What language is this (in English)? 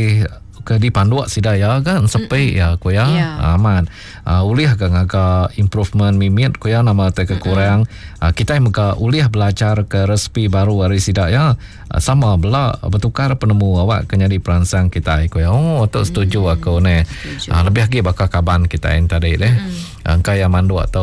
Iban